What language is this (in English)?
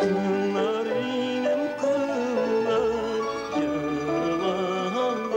Bashkir